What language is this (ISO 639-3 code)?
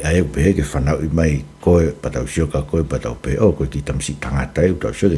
ton